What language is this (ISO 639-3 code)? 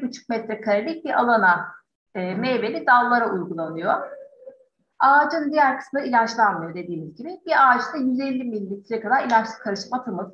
tur